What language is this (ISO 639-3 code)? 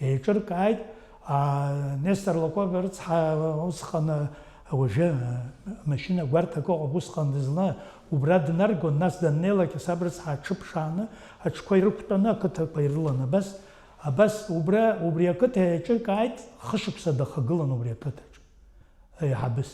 abk